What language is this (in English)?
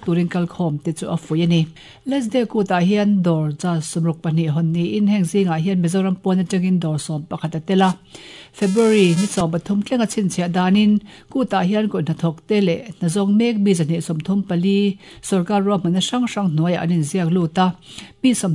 Mizo